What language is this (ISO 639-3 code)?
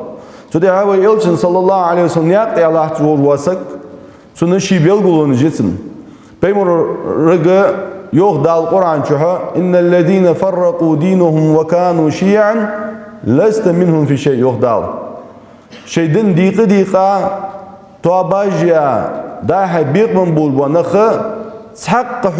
inh